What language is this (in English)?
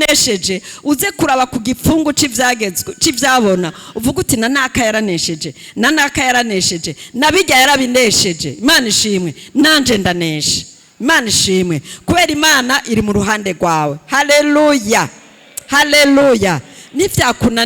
Rundi